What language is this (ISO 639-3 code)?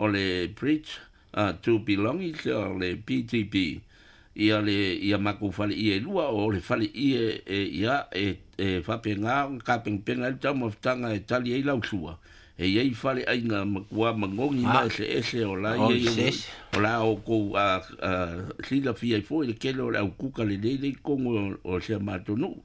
smo